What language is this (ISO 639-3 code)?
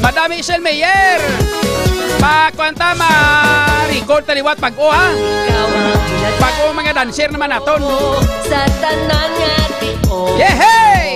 hil